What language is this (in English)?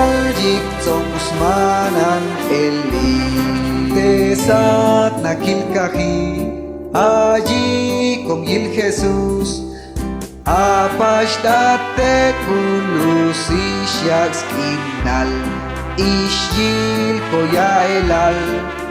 Chuj